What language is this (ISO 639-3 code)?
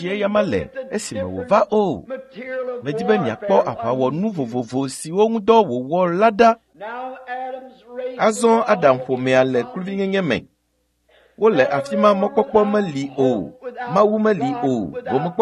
ewe